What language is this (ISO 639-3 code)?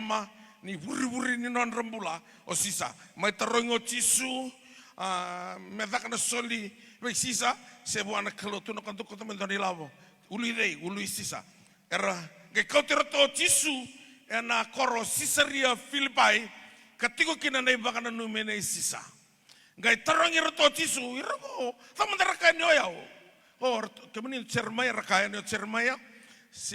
fij